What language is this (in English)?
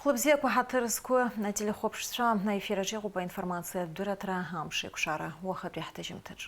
Abkhazian